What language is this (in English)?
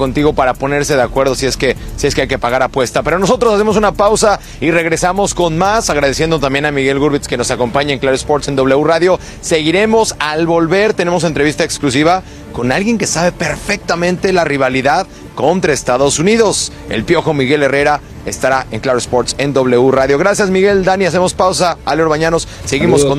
Spanish